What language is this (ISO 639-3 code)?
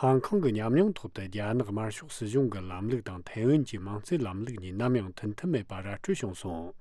bod